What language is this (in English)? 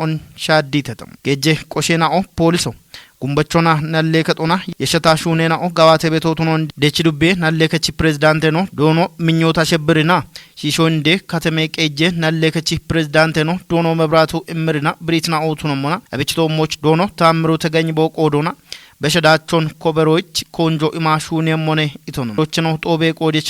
Kafa